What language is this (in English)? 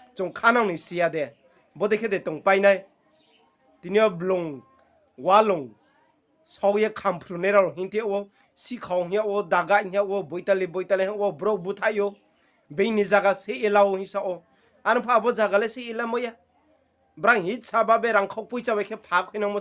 Riang (India)